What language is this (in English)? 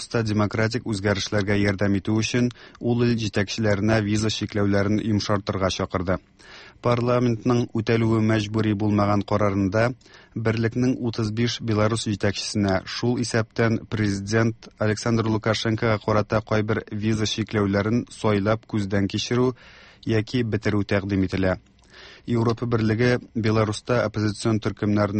Tatar